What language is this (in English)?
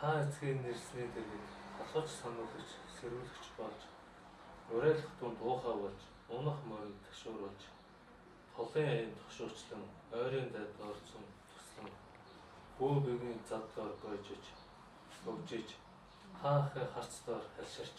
Mongolian